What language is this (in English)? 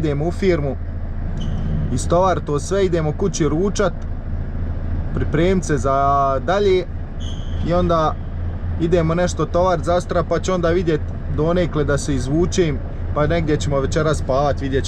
Croatian